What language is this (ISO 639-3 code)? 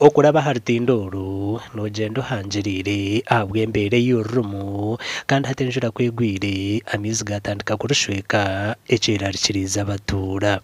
nyn